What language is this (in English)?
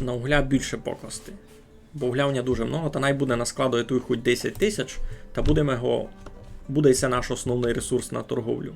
Rusyn